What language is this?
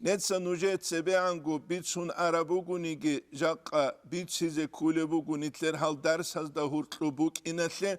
Avaric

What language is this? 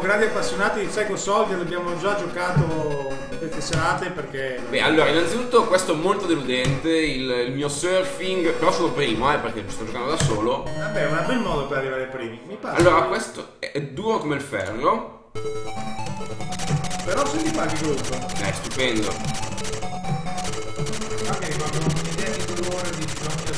Italian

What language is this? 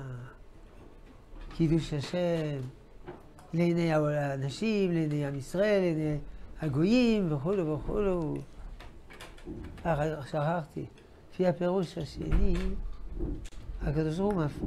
Hebrew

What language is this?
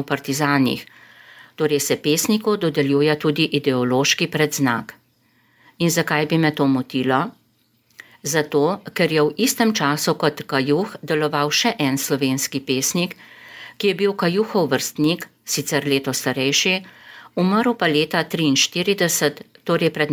Slovenian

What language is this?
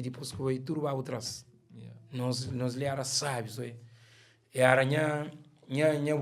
Kabuverdianu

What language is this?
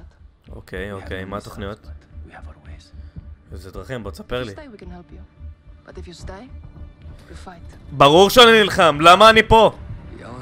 Hebrew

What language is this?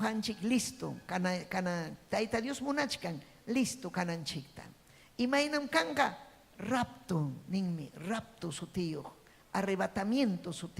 Ayacucho Quechua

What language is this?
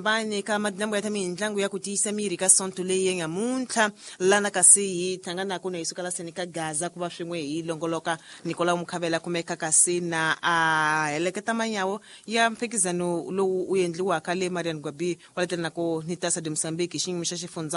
Tsonga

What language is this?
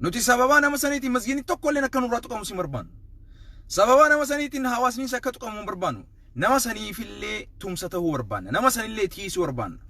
Oromo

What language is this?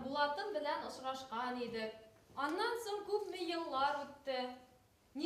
Bashkir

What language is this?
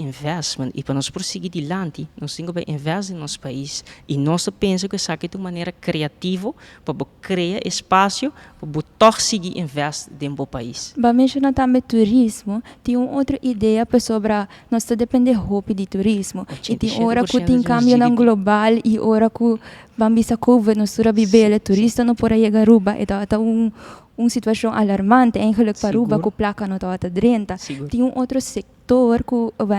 Papiamento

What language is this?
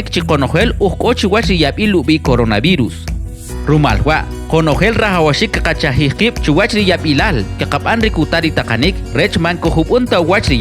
Kʼicheʼ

